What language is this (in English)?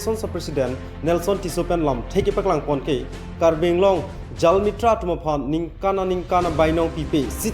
Karbi